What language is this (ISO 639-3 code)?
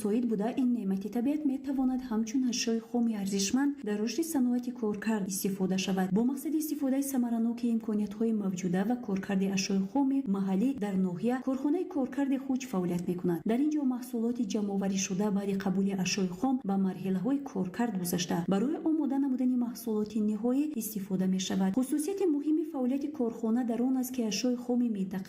tgk